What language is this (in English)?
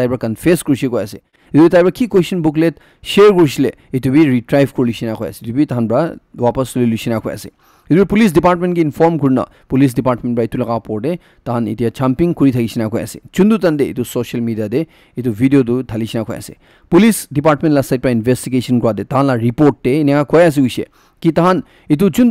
Naga Pidgin